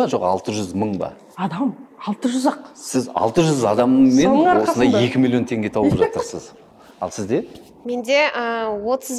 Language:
Kazakh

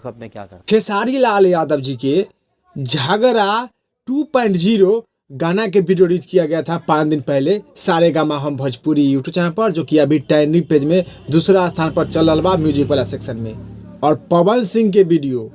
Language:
Bhojpuri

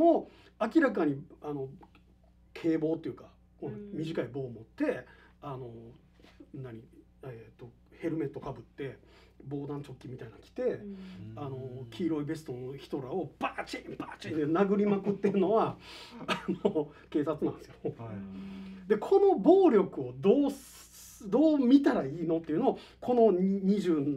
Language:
Japanese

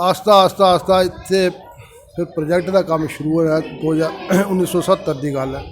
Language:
Dogri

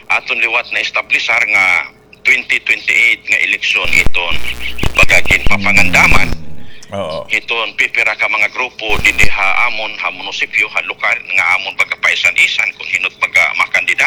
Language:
Waray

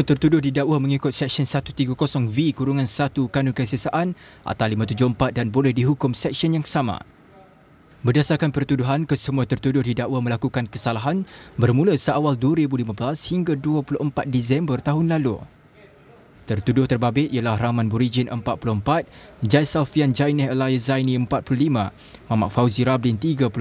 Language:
Malay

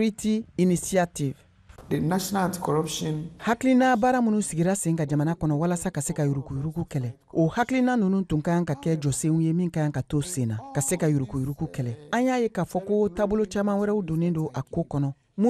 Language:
Bambara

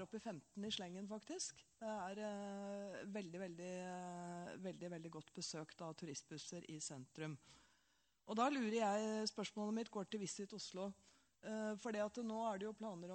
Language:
Norwegian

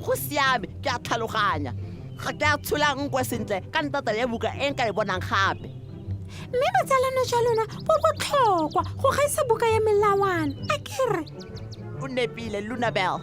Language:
Tswana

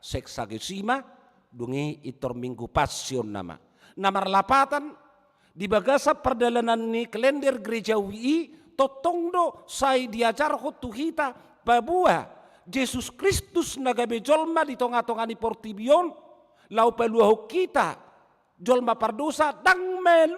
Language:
Batak Toba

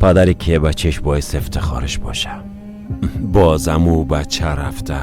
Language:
Persian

